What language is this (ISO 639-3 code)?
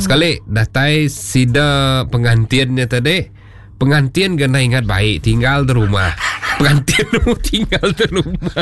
iba